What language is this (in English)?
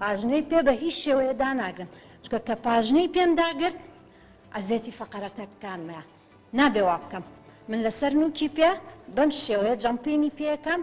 Central Kurdish